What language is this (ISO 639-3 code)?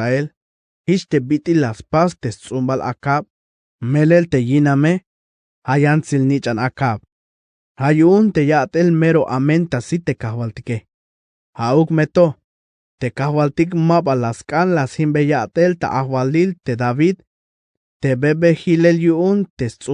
tzh